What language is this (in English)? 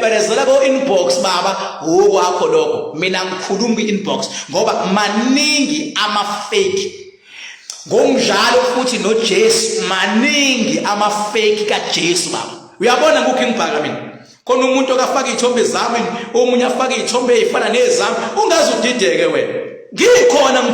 Zulu